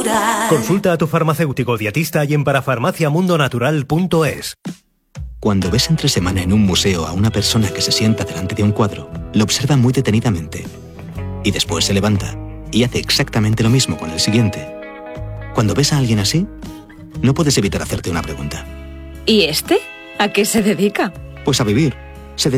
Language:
Spanish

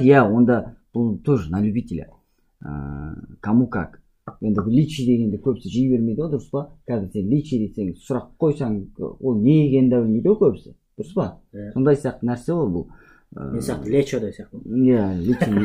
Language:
Kazakh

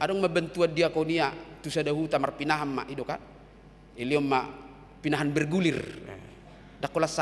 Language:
Batak Toba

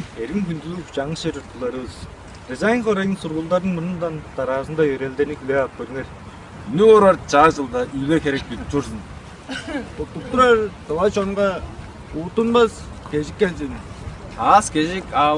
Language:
Tuvinian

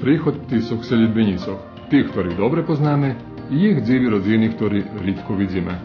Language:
Rusyn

